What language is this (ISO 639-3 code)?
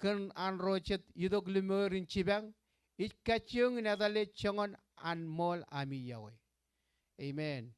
mah